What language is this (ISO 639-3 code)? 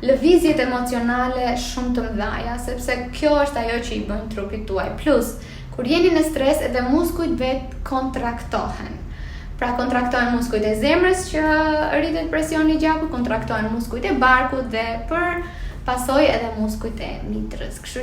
sqi